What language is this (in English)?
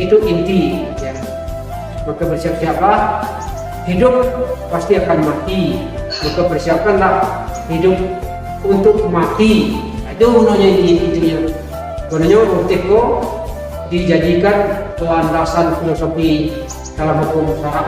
Minangkabau